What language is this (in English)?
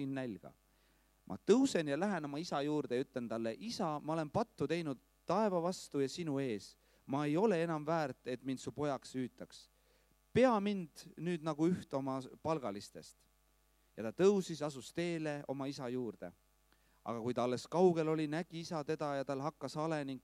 Estonian